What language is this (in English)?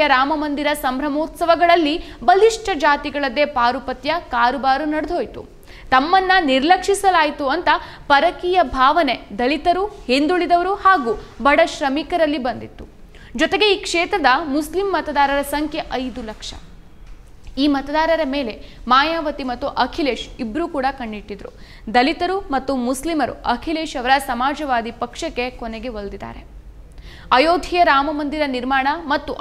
Kannada